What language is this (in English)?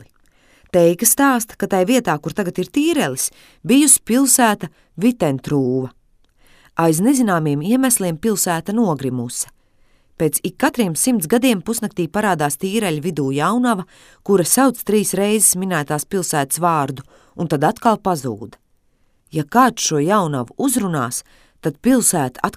Latvian